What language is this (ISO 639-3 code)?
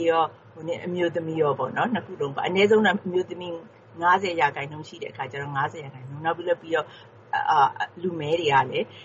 mya